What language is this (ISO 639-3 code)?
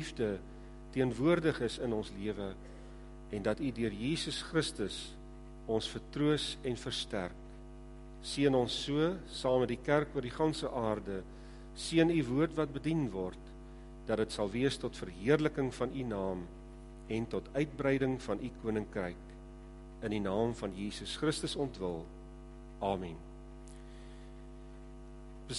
afr